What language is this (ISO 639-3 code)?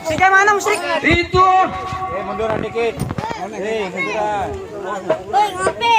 bew